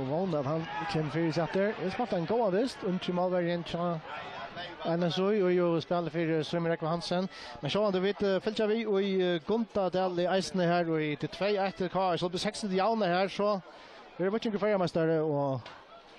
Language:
Faroese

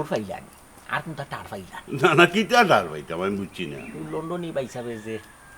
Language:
Sylheti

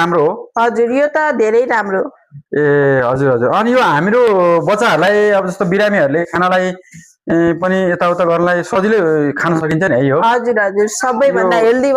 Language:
Nepali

